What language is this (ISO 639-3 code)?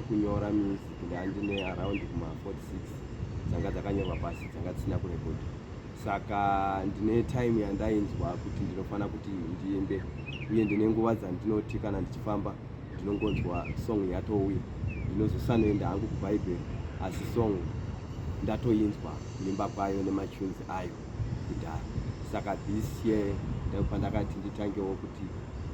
sna